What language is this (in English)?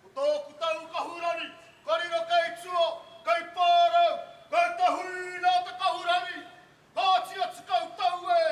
Māori